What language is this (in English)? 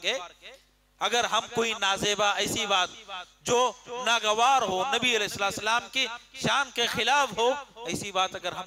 Urdu